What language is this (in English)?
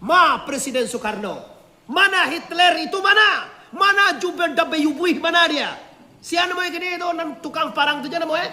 Minangkabau